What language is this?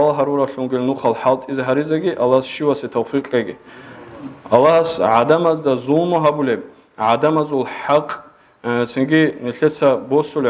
Avaric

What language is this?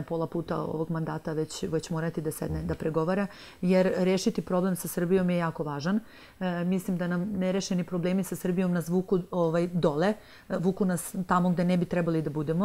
Serbian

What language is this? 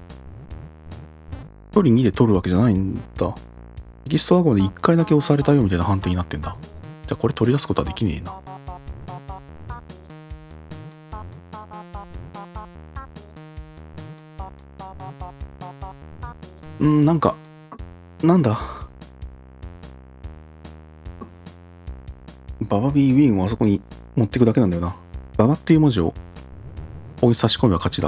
Japanese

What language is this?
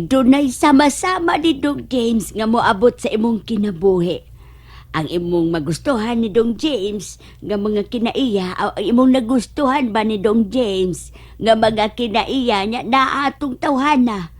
Cebuano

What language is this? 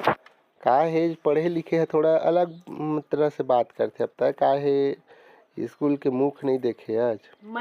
Chhattisgarhi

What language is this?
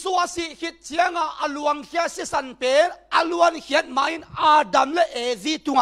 Tedim Chin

